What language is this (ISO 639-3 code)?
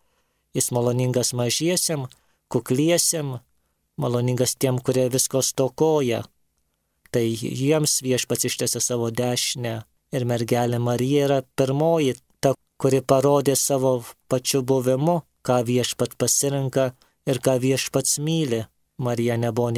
lit